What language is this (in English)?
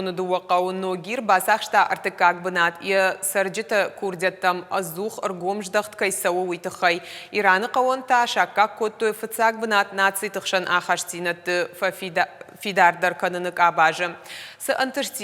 Ossetic